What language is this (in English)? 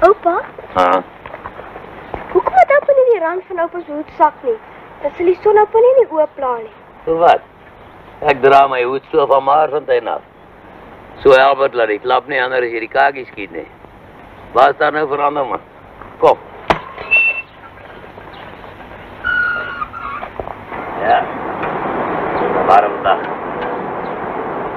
Afrikaans